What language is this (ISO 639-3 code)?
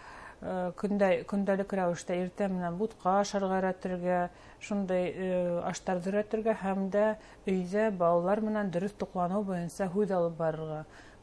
bak